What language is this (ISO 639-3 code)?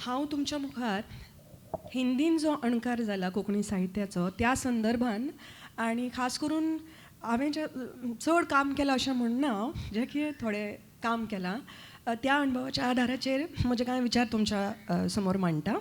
kok